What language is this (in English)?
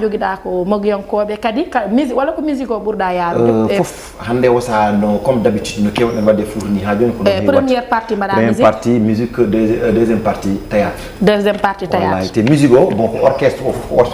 Fula